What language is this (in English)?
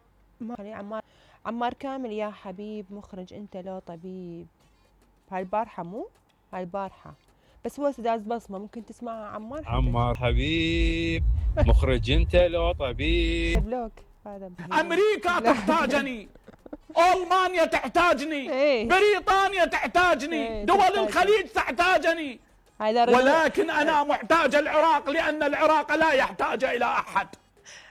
Mesopotamian Arabic